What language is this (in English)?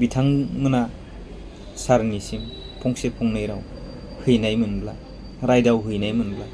Bodo